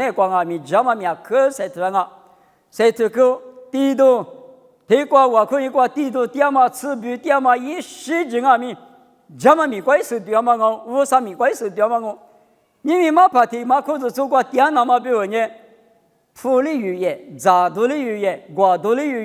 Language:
Lisu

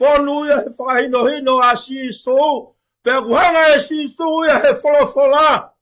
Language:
Tongan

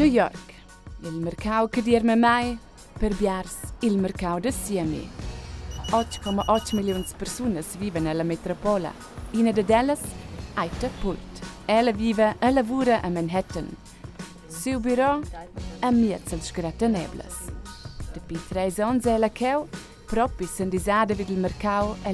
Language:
Romansh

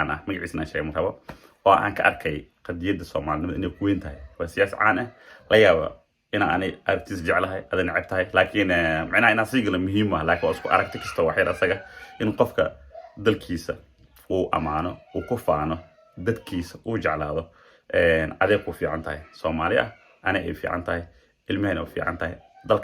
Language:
Somali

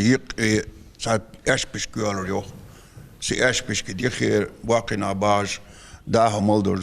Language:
Ingush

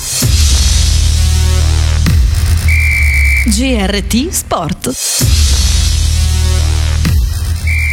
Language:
Italian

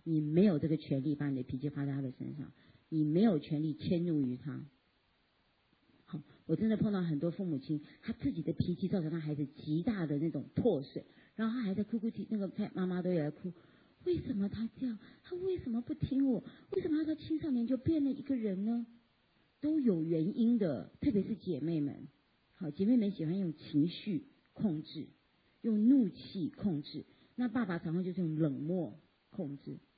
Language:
Chinese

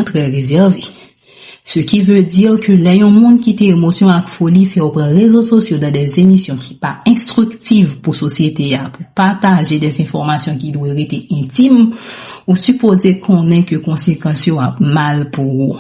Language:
Haitian Creole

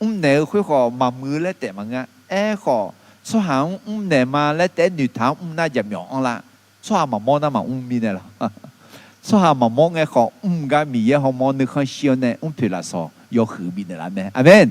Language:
Akha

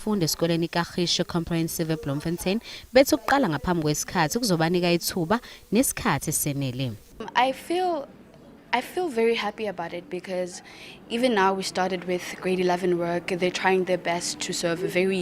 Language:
Zulu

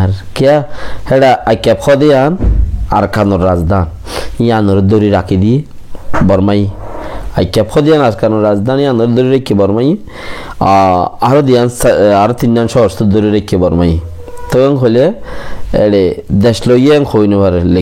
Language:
Rohingya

